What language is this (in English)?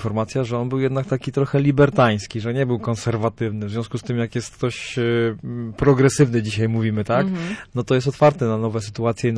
Polish